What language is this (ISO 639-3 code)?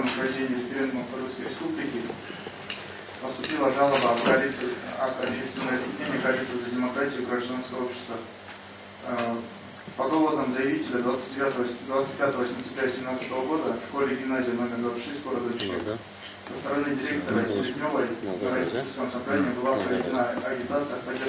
rus